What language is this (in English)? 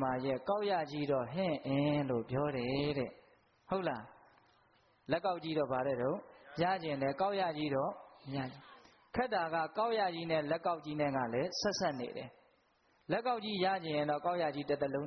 Burmese